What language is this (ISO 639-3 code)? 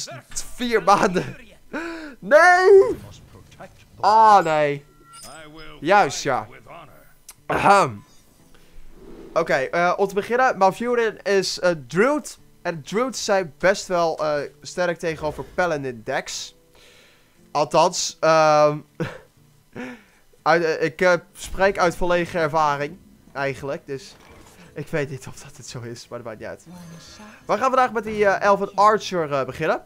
nld